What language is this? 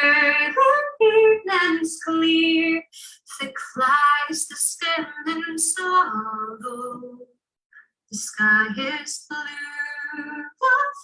Scots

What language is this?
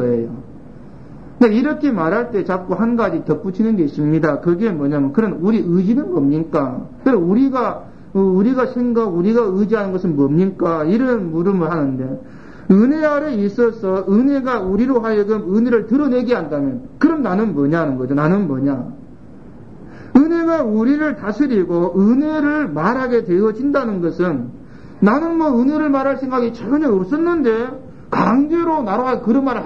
Korean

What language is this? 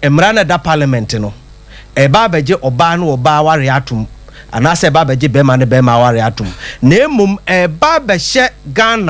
Akan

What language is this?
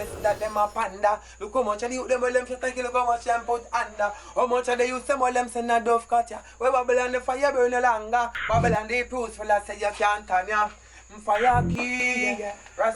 Jamaican Creole English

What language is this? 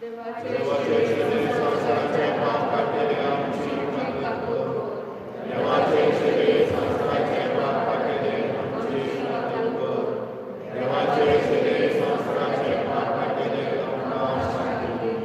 Konkani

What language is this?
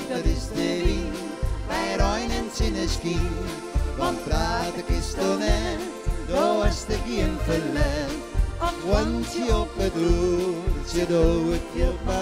Western Frisian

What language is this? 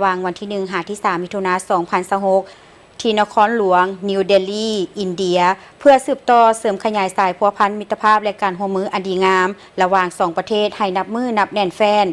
Lao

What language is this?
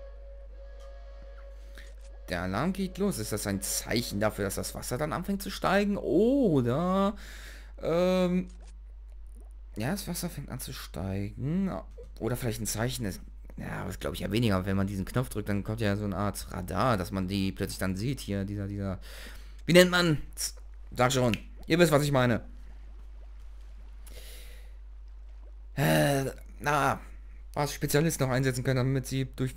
German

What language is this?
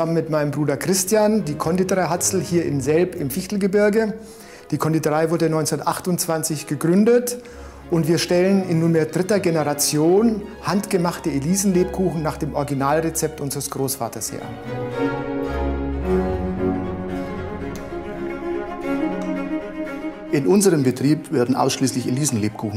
German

